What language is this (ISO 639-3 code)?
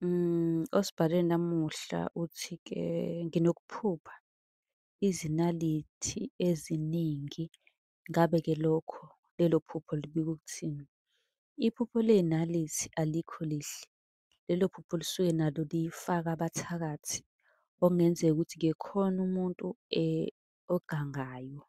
zul